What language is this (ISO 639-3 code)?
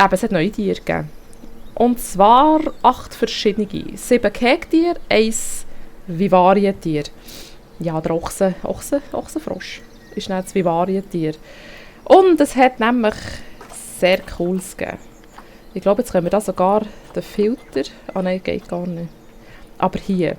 gsw